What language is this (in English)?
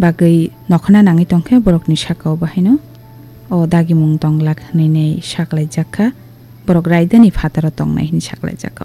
Kok Borok